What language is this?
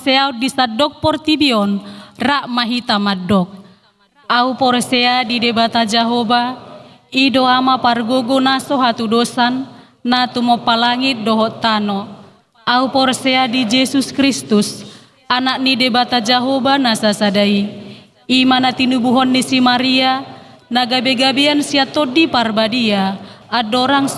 Batak Toba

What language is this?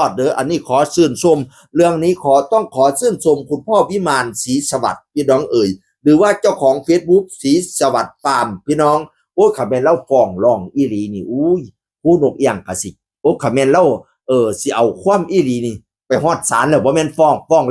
Northeastern Thai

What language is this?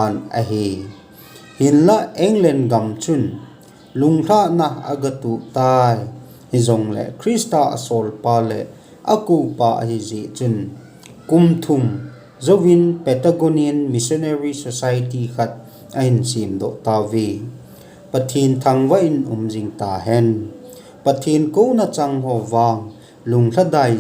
Thado Chin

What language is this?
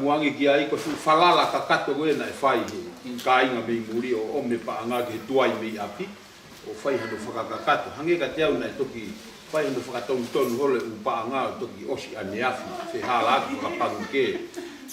Tongan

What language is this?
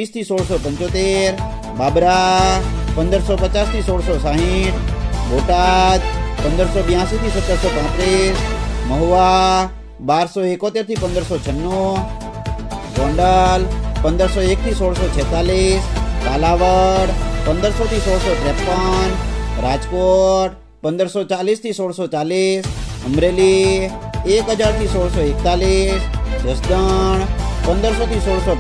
Gujarati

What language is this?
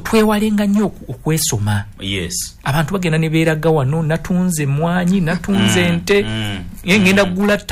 Ganda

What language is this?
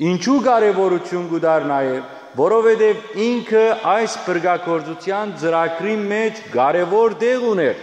Western Armenian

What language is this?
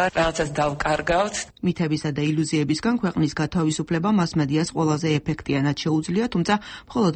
Georgian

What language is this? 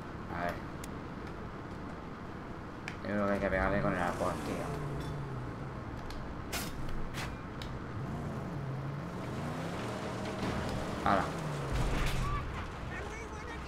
Spanish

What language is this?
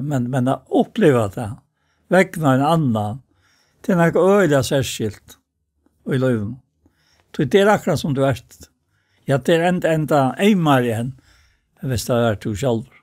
Faroese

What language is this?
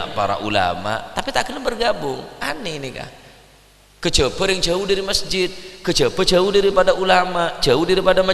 Madurese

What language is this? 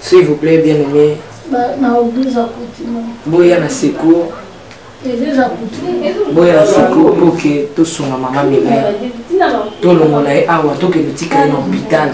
Lingala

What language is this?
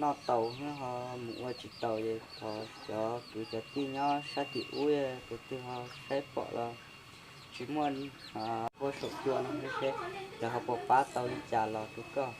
Hmong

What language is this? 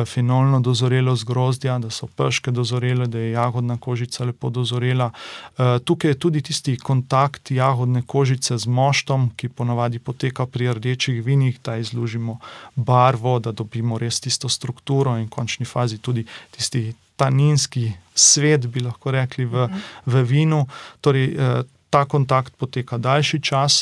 Slovenian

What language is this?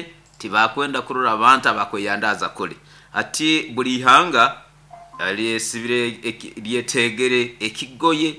Nyankole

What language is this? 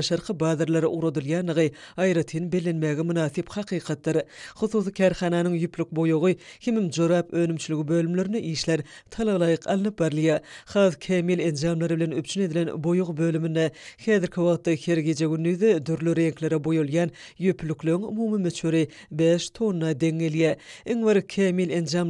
Turkmen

